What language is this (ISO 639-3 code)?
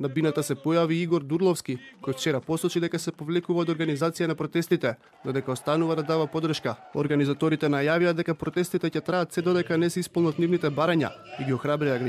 mkd